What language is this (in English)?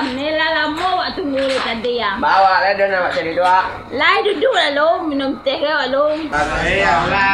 Minangkabau